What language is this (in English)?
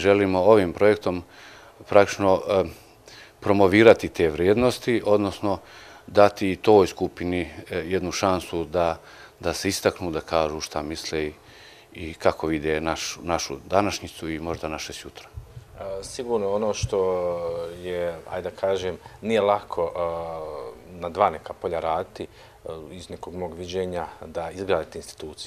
Bosnian